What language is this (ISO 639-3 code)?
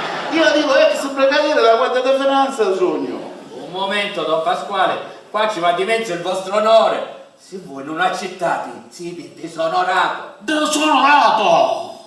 scn